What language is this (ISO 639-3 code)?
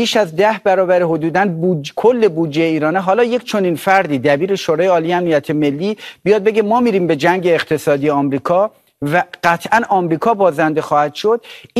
fas